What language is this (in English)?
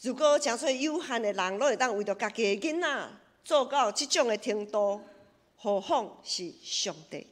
Min Nan Chinese